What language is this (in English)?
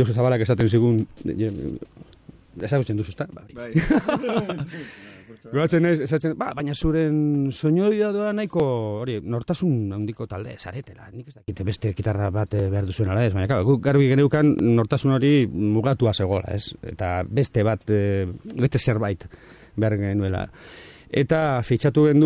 Basque